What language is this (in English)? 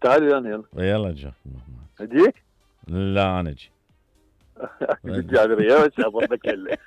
Mesopotamian Arabic